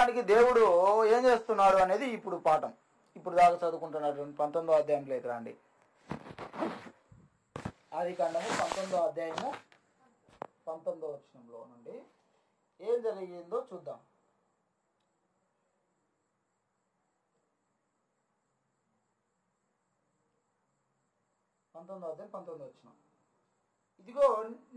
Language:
Telugu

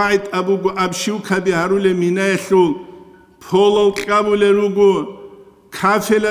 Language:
Avaric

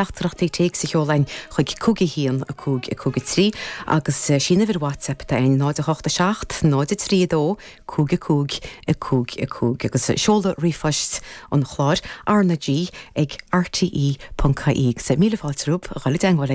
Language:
Irish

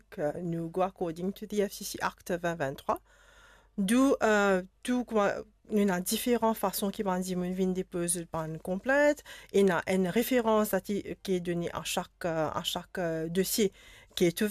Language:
Morisyen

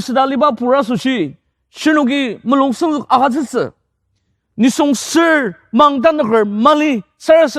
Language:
Ao Naga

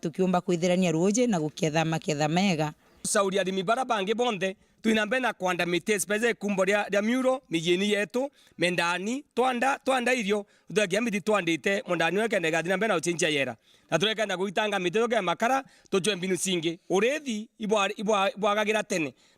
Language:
Meru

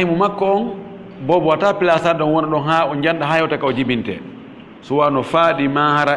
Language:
Fula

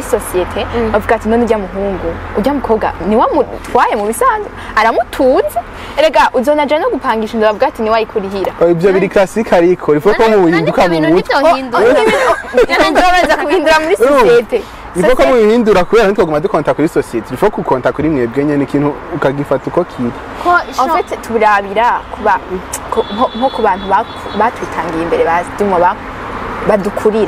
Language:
Rundi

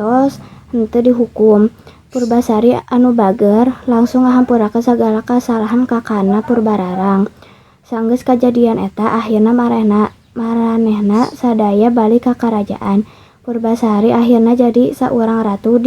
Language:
Sundanese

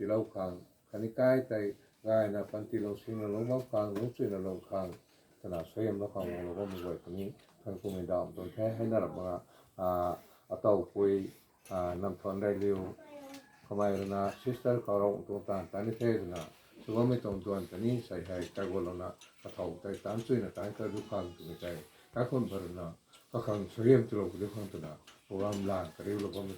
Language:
Rongmei Naga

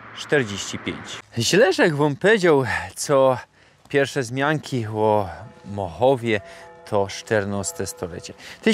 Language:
Silesian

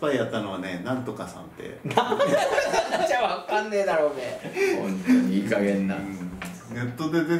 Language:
Japanese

